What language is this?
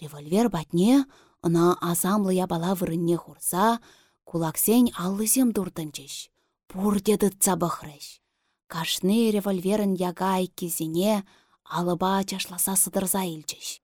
Chuvash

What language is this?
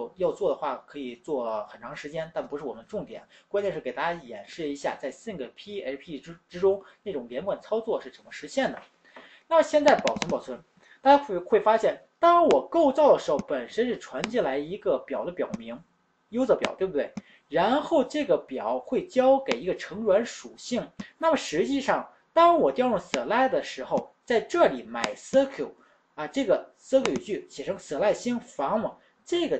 Chinese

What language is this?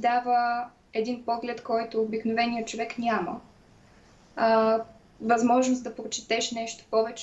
Bulgarian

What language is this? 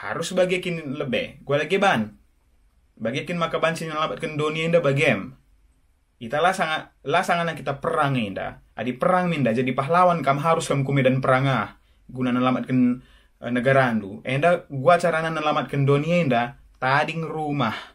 Batak Karo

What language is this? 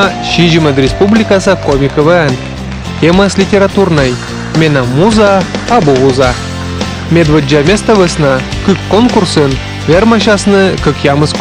Komi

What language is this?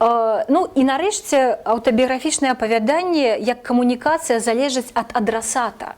Belarusian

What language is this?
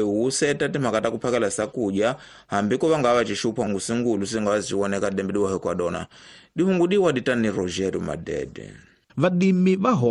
Tsonga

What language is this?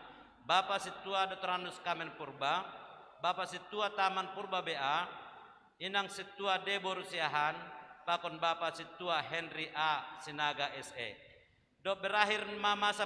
Batak Simalungun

